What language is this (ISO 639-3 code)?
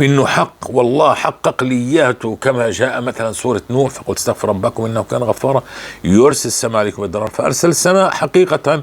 apc